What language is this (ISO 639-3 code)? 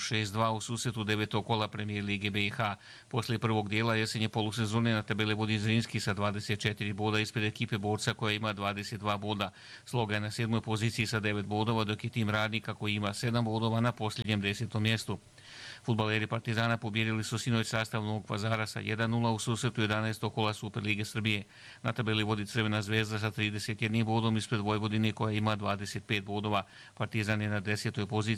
bos